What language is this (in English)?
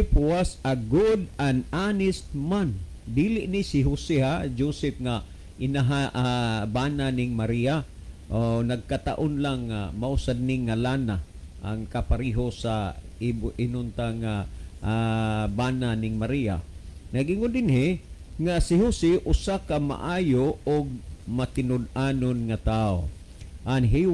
Cebuano